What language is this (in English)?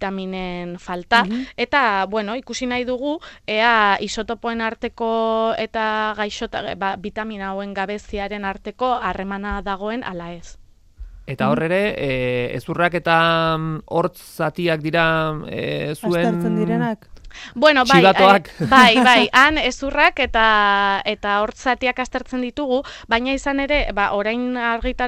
Basque